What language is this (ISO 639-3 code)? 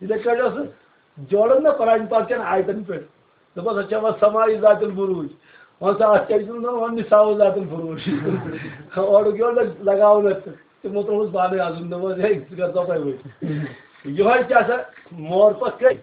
kas